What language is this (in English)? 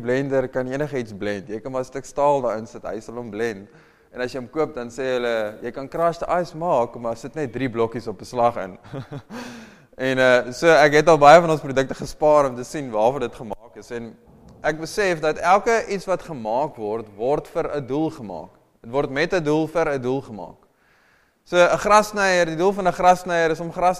Afrikaans